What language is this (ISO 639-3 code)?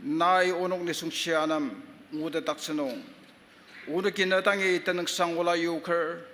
njo